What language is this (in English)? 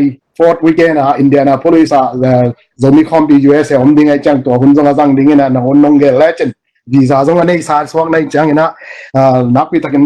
Tedim Chin